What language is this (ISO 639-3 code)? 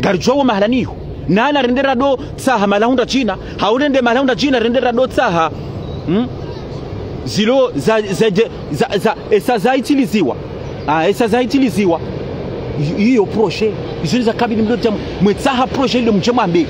zdj